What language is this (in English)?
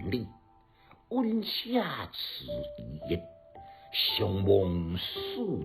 Min Nan Chinese